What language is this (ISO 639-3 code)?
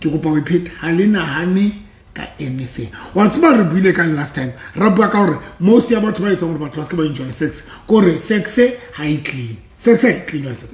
sot